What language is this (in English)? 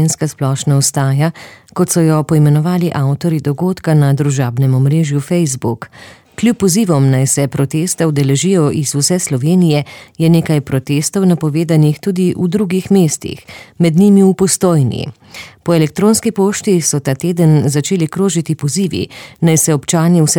Slovenian